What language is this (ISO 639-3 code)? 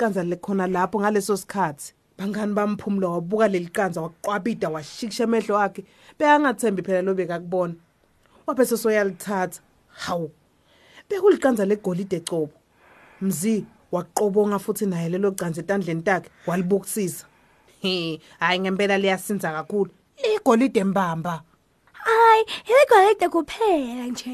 ssw